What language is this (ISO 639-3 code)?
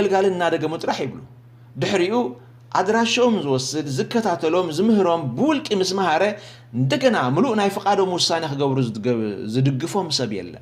tir